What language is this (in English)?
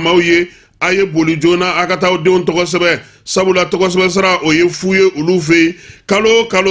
Bambara